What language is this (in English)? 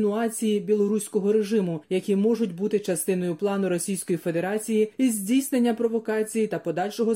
Ukrainian